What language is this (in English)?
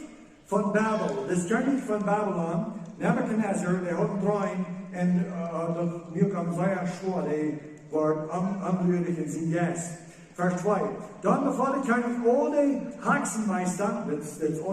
Plautdietsch